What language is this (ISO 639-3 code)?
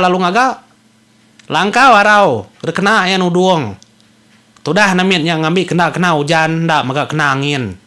iba